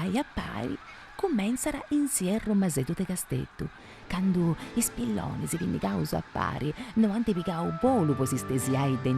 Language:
Sardinian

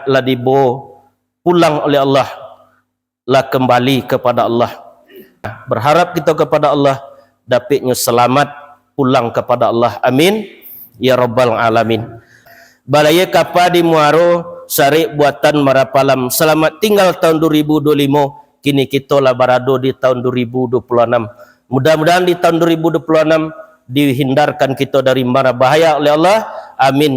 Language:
Minangkabau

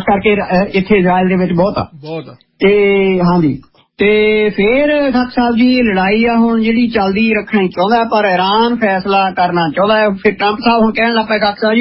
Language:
Punjabi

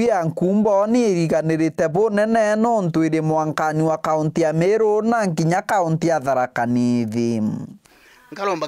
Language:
Meru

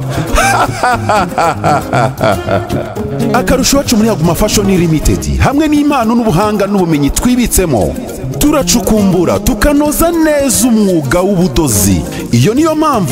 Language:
Kinyarwanda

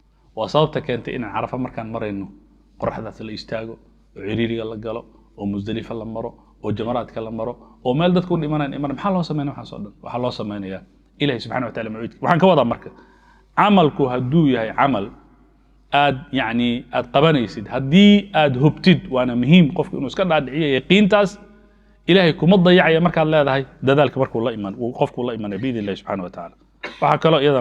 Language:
Somali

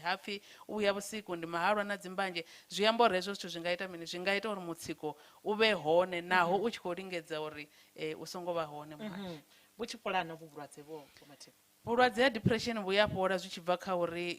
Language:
Venda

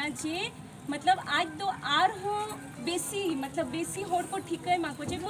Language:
Santali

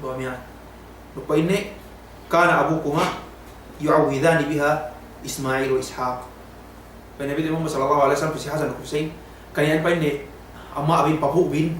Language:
Yakan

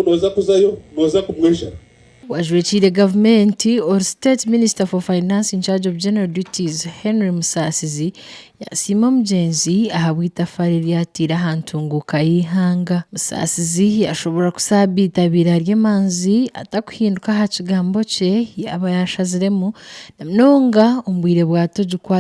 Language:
Nyankole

